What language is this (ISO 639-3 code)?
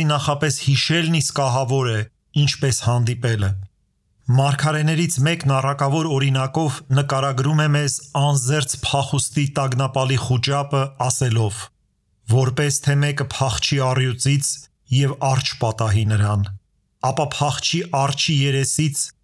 hye